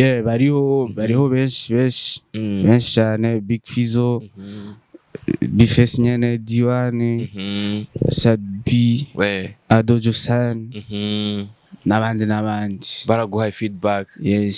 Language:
Rundi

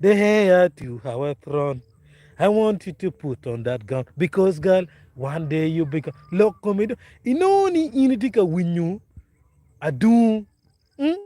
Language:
Acoli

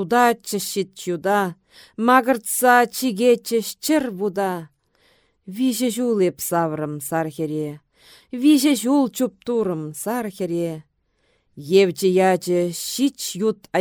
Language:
Chuvash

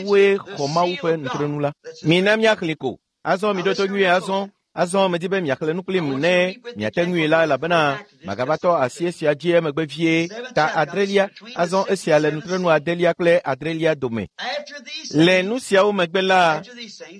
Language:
Ewe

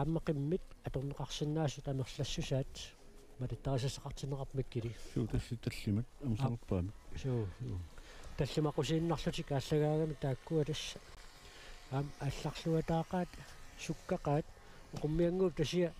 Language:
Kalaallisut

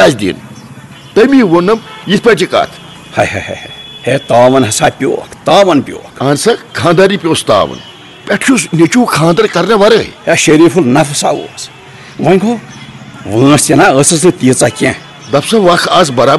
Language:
Kashmiri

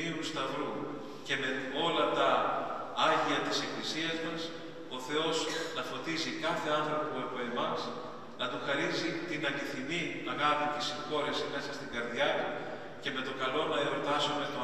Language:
Greek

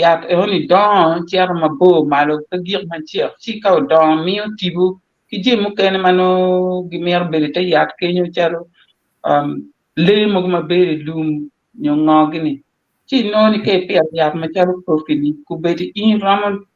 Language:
Acoli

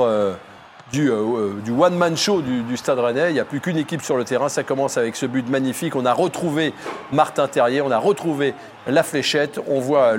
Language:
French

